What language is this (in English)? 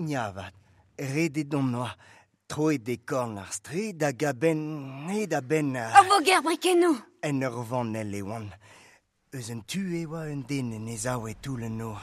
Breton